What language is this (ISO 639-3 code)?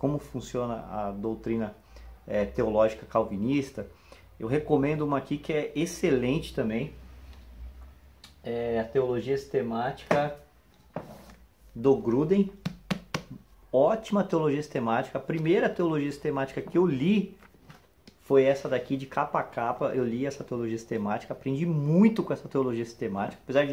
por